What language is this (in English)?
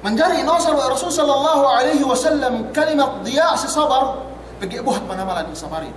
Yakan